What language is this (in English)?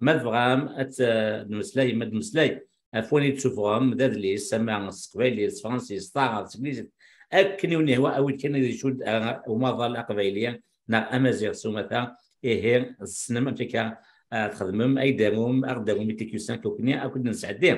Kabyle